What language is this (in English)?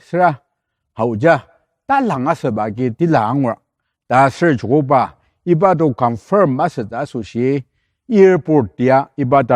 Ao Naga